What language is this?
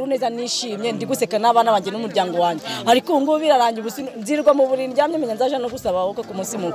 Kinyarwanda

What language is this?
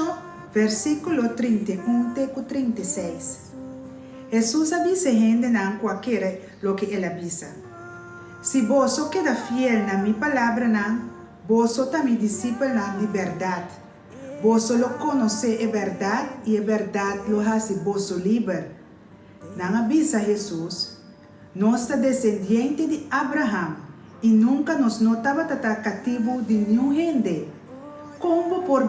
Papiamento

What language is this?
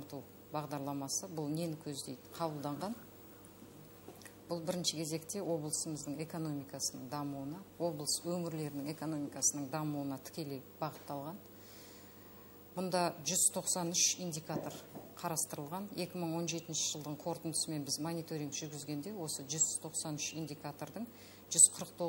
Kazakh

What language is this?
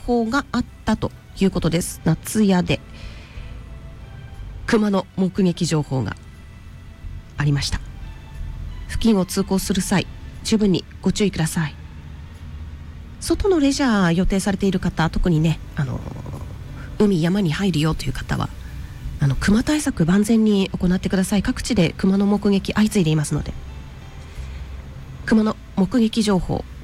Japanese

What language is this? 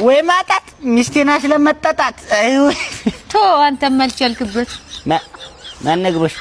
Amharic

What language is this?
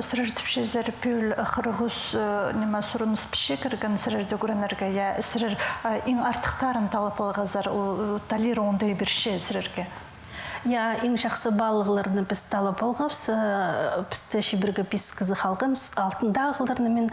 Khakas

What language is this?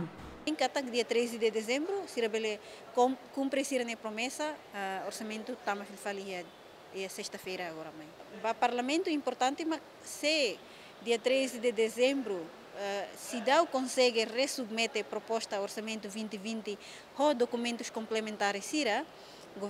Tetum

